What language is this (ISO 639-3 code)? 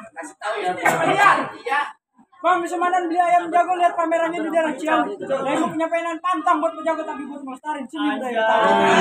bew